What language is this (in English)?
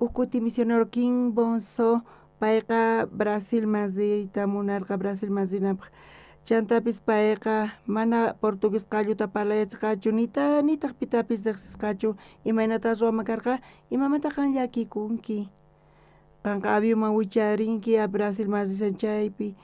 South Bolivian Quechua